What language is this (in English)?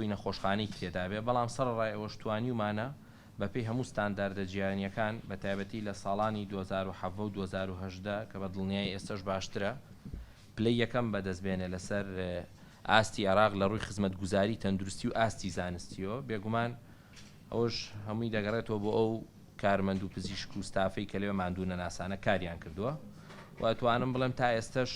Central Kurdish